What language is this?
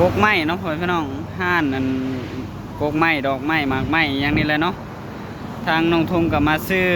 Northeastern Thai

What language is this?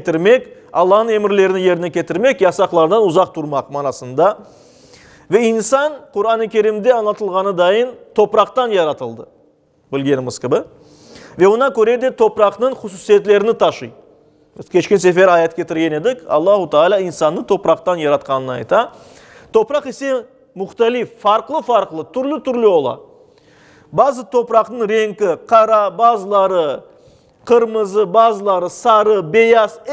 Crimean Tatar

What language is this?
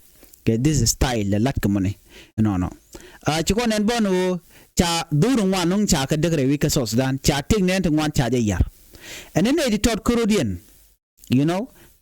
Nuer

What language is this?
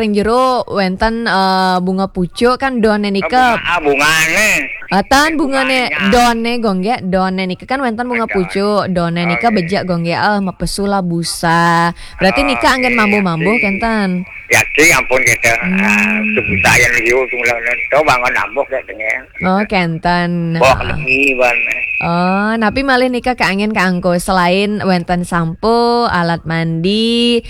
Balinese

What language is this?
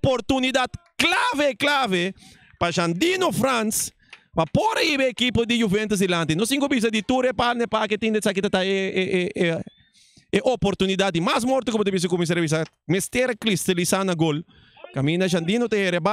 Papiamento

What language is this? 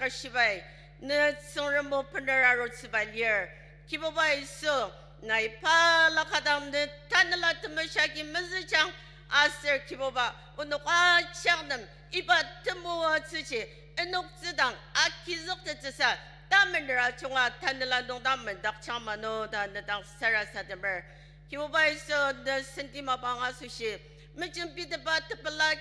Ao Naga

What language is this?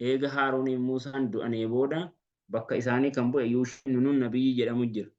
Oromo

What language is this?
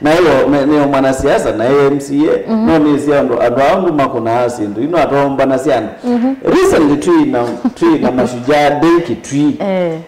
Kamba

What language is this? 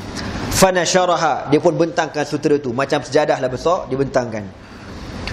Malay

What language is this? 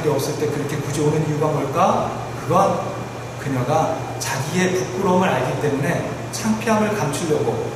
Korean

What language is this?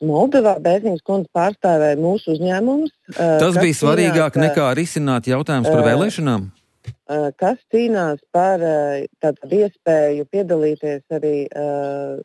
Latvian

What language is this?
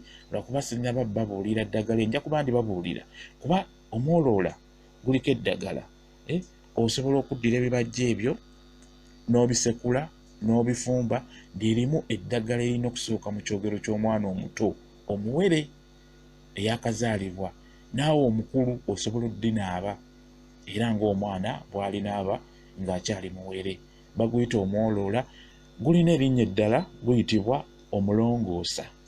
Ganda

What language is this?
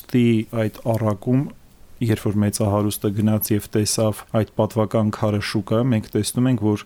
Armenian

